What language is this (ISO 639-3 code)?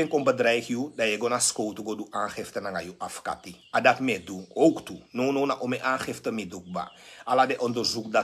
srn